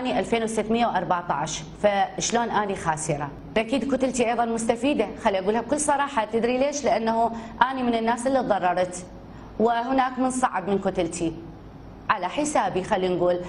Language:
Mesopotamian Arabic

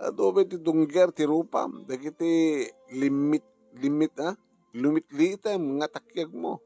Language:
Iloko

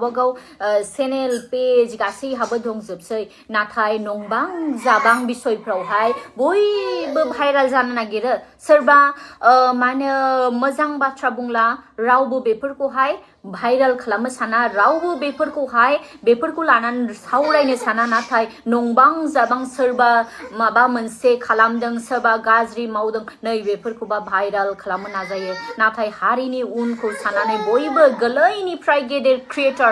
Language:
Bodo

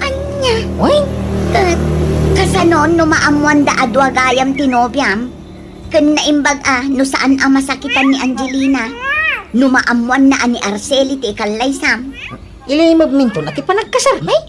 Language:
Iloko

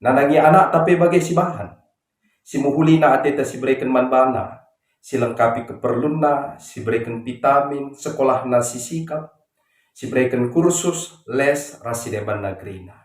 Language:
Batak Karo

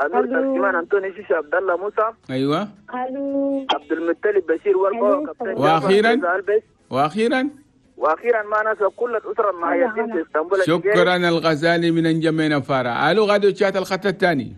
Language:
Chadian Arabic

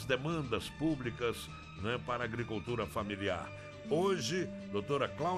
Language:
Portuguese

